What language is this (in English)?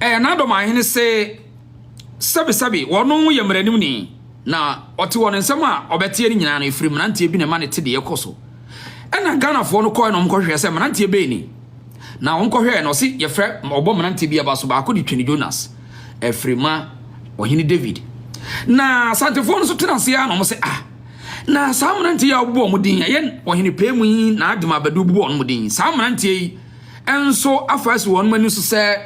Akan